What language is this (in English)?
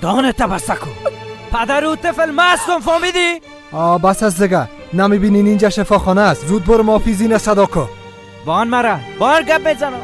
Persian